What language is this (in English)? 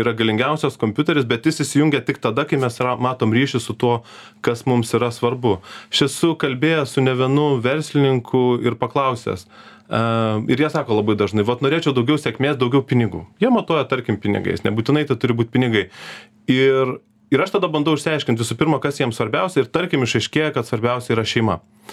Lithuanian